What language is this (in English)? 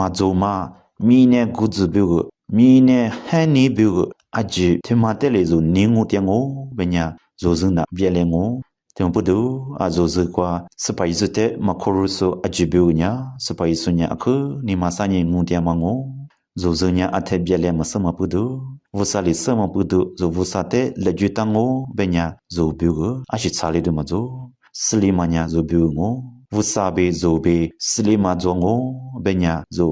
Lisu